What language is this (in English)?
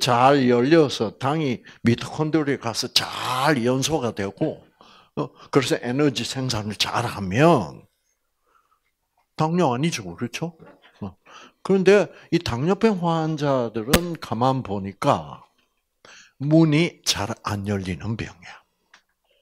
Korean